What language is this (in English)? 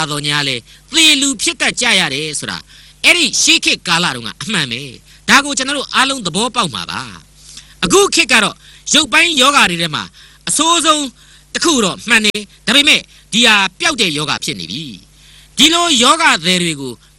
Burmese